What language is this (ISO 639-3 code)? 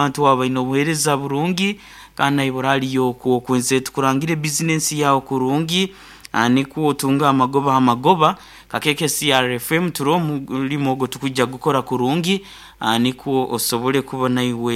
nyo